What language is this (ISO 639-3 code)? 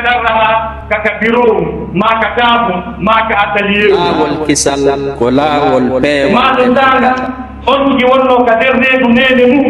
ful